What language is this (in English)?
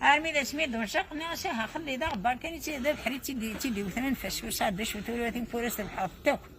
Kabyle